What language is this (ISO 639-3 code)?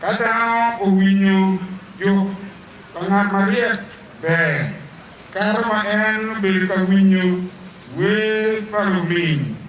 ach